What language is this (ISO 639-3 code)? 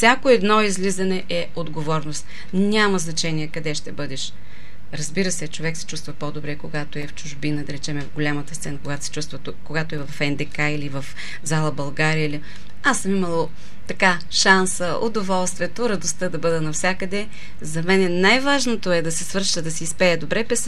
bul